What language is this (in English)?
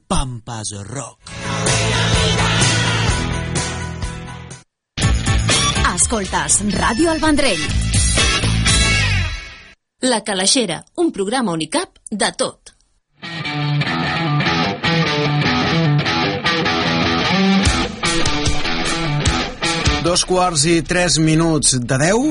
Catalan